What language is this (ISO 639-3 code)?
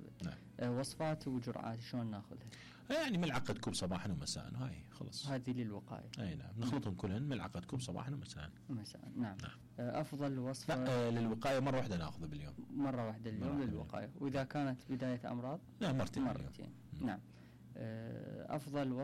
acm